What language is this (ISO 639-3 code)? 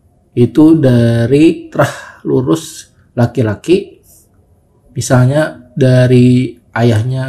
bjn